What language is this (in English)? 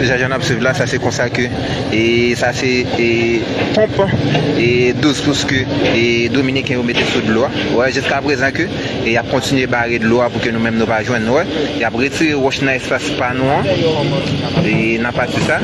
Haitian Creole